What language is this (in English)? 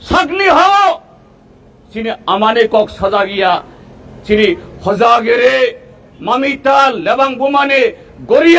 Kok Borok